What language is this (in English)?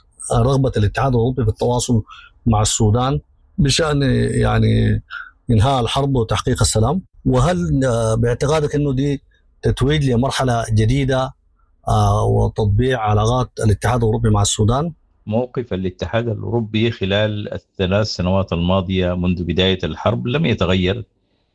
Sudanese Arabic